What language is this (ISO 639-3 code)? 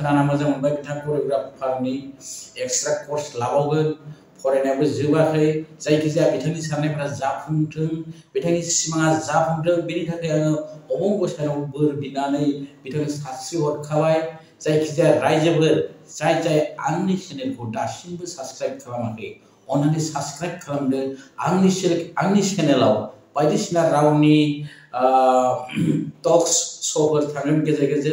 brx